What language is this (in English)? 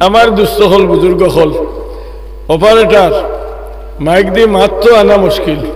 Sylheti